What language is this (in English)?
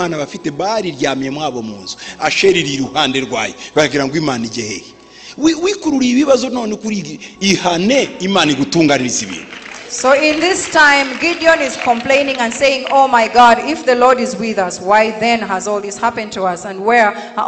Kinyarwanda